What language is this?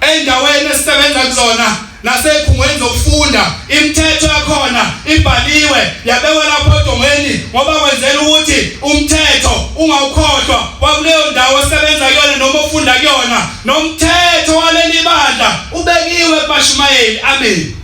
Zulu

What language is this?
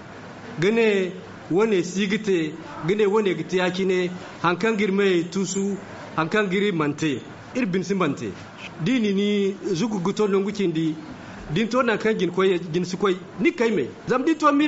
Zarma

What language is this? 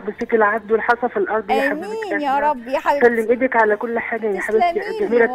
Egyptian Arabic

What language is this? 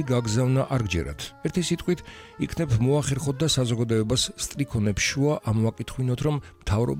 Georgian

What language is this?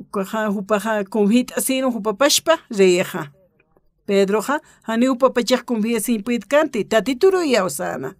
Aymara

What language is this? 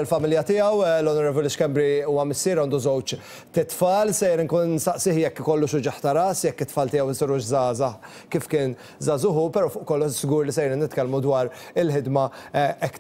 Maltese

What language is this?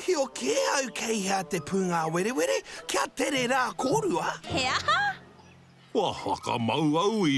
Māori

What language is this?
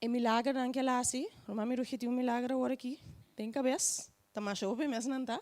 Papiamento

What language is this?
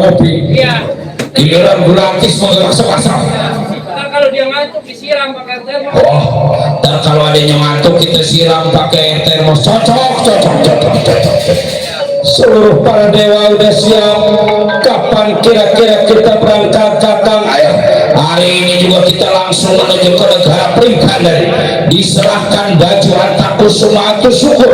Betawi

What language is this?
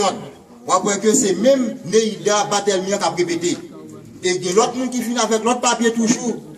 Haitian Creole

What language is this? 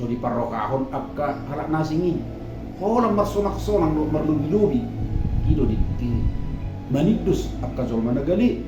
Batak Toba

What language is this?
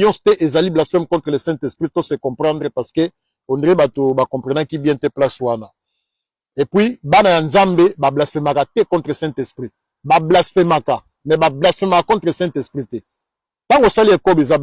Lingala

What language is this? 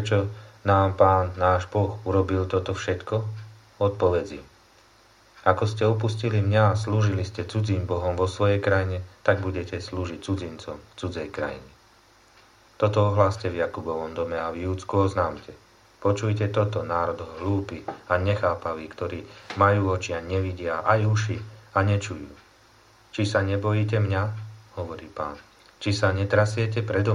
Slovak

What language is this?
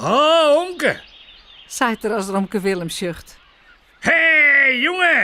Western Frisian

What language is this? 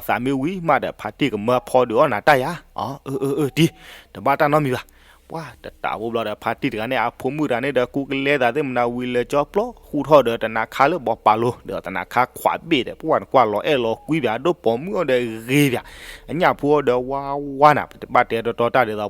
S'gaw Karen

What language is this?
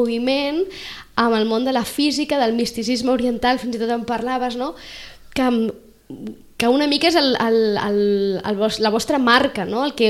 Catalan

